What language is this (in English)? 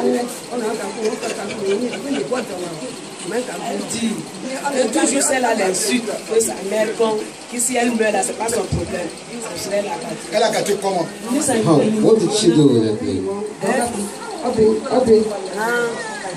French